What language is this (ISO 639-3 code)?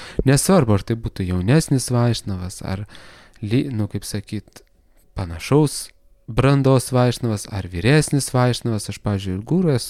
lit